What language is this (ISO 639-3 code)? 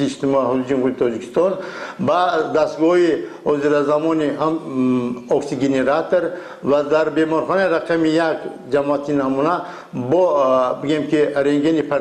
tgk